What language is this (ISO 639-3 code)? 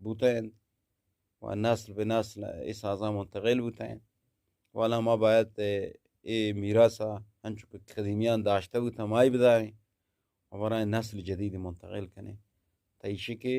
bgp